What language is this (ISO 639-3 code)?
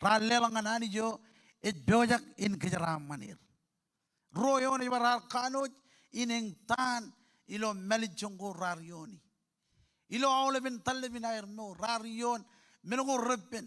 mah